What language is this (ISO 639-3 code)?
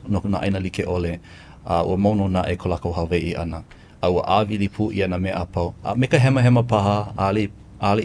haw